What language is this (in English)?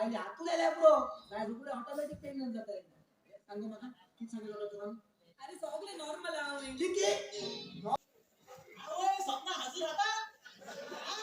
Konkani